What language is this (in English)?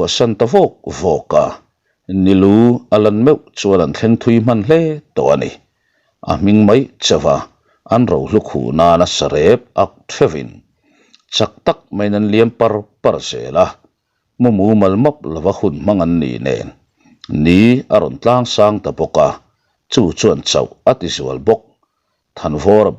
Mizo